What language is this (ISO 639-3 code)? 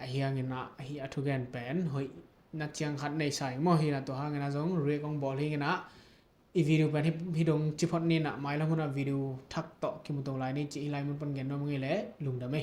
ctd